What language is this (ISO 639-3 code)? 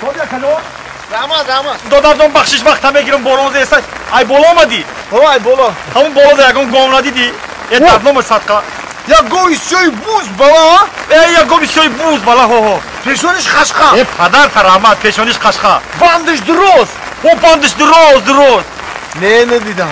tgk